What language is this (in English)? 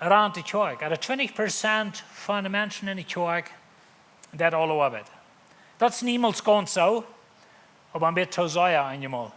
Plautdietsch